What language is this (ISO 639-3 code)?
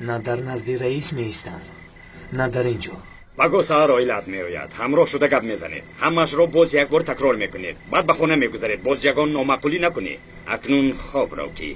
tgk